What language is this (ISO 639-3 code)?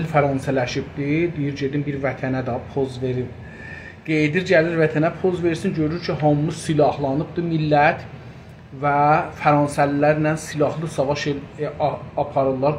azb